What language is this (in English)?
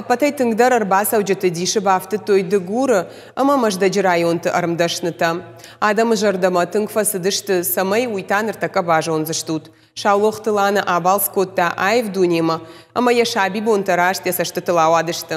Ossetic